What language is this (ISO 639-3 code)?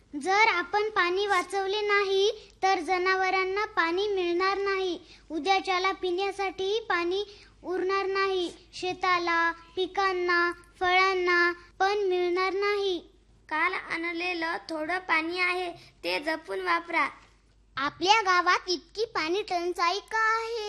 mar